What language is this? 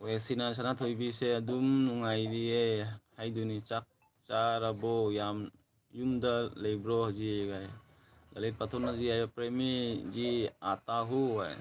Manipuri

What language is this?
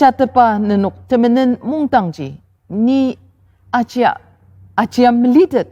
Ao Naga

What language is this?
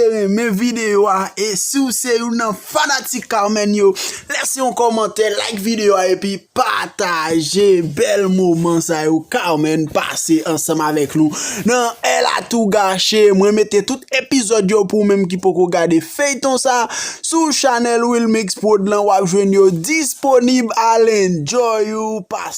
Haitian Creole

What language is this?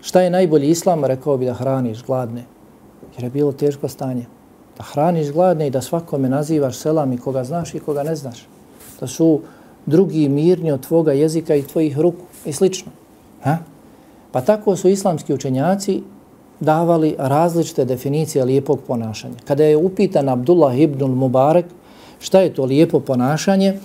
Bosnian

